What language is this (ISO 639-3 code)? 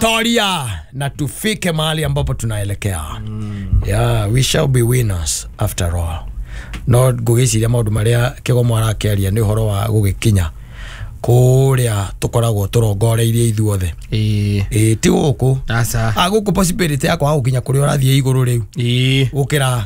kik